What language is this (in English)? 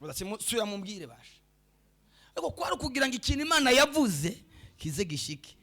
Rundi